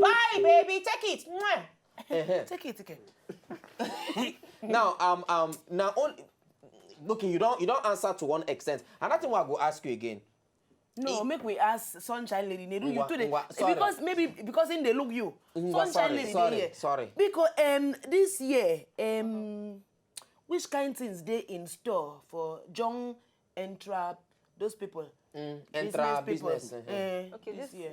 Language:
Nigerian Pidgin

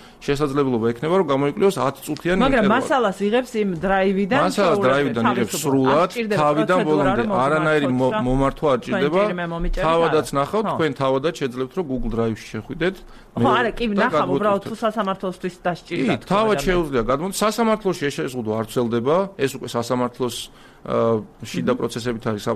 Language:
Georgian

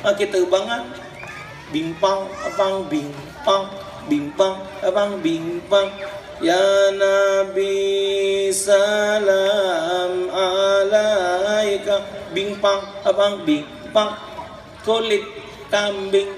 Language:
Musi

